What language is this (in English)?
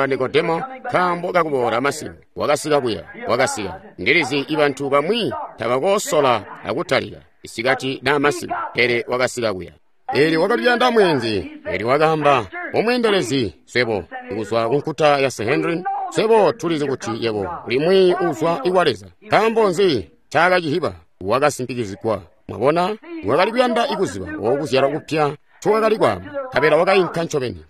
Tonga (Zambia)